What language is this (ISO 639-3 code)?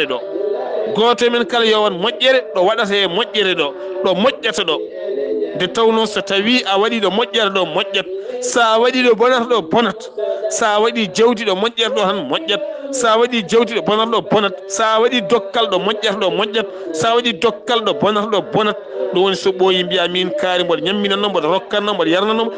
ful